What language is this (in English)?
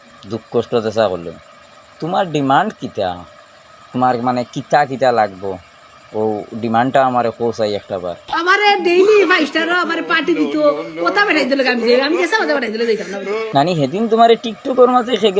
Sylheti